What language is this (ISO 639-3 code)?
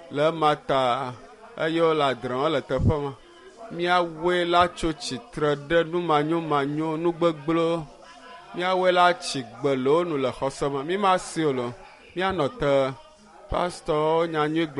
ewe